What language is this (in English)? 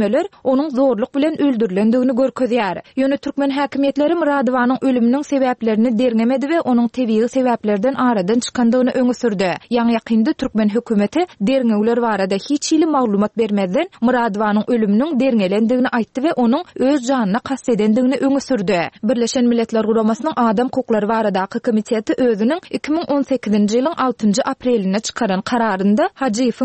Turkmen